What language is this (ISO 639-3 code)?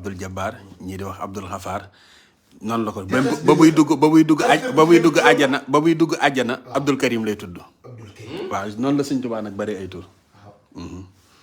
wol